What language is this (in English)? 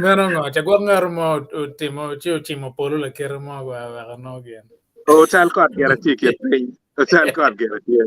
Acoli